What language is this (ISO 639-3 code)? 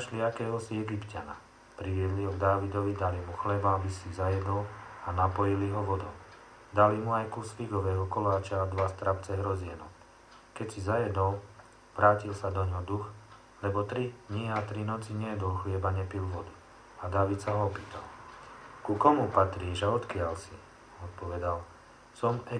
slk